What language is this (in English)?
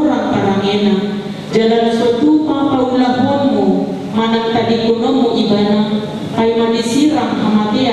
Batak Toba